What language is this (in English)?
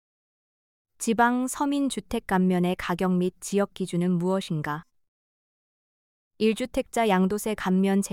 Korean